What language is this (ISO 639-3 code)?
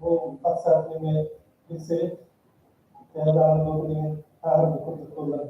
sah